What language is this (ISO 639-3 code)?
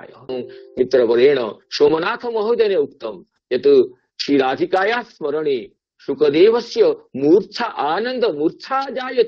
san